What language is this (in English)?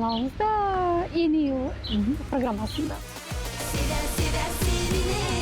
Gagauz